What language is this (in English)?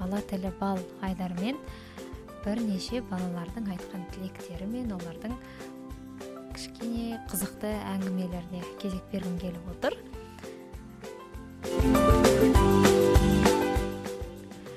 Kazakh